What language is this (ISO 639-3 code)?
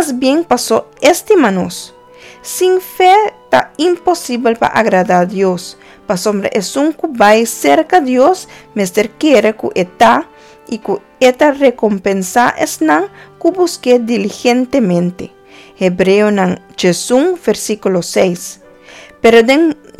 pap